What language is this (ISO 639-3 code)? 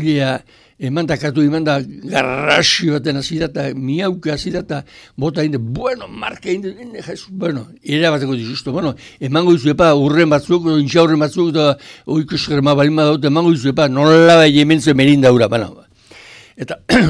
eus